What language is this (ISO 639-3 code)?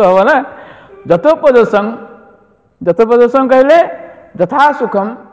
ori